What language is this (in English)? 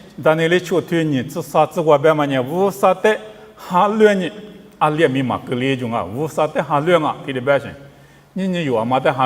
Lisu